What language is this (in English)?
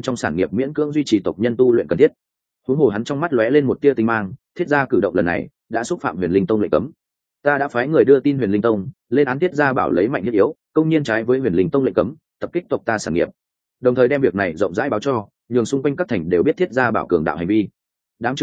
Vietnamese